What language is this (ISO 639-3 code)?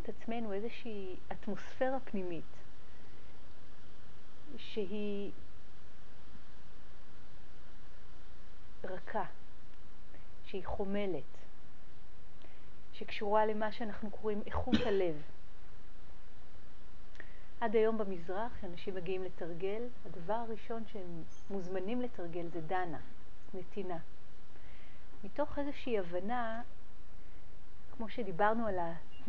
heb